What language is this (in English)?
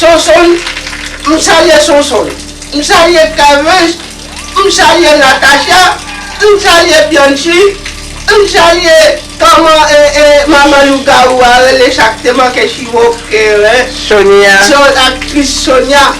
Haitian Creole